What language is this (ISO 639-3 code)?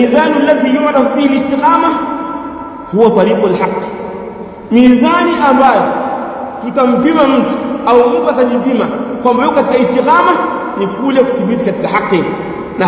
swa